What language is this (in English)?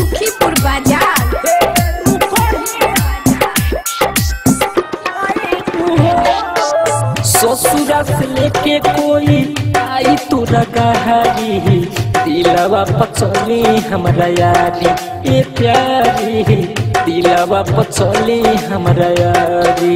Bhojpuri